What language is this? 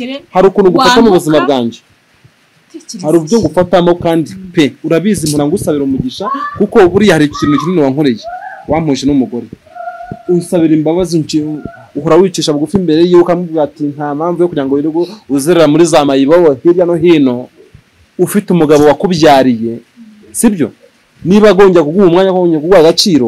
Kinyarwanda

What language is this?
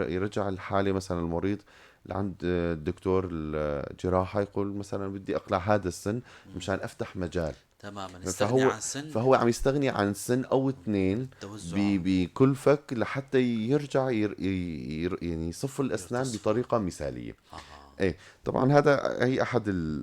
North Levantine Arabic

